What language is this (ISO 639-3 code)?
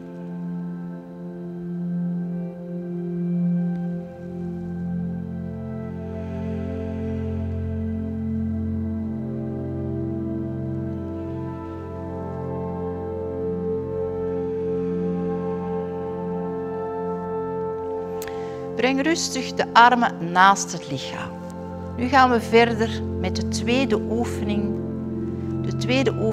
nld